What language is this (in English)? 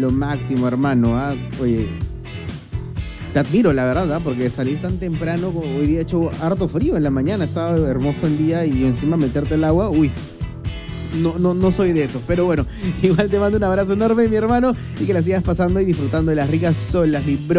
Spanish